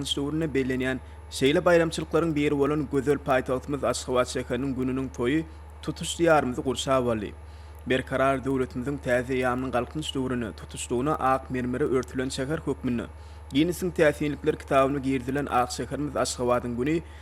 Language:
Turkmen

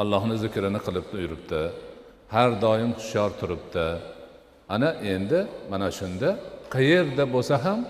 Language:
Uzbek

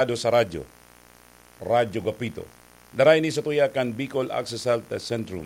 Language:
Bikol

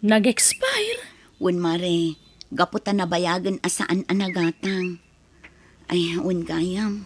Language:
Iloko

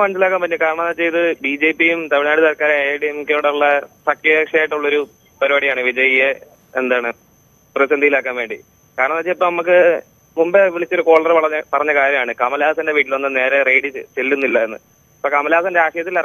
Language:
Malayalam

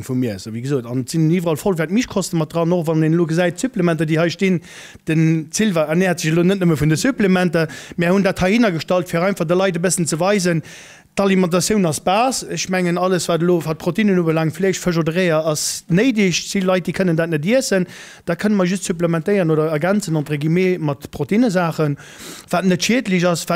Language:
Luxembourgish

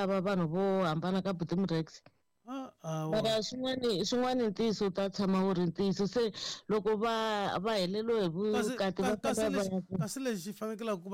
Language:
Tsonga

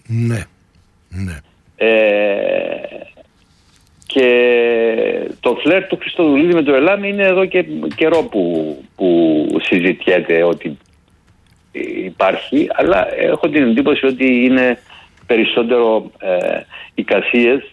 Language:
Greek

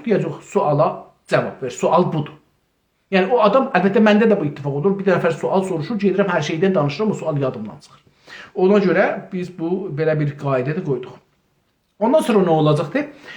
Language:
South Azerbaijani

